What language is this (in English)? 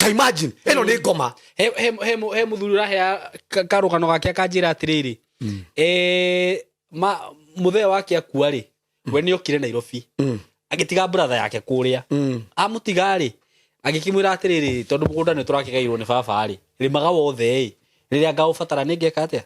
Kikuyu